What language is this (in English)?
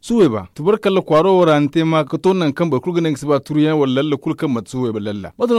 Zarma